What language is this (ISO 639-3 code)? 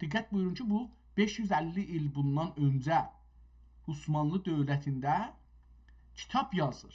azb